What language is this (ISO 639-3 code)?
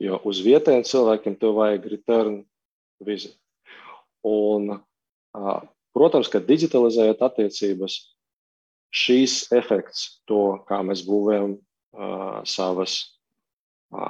lav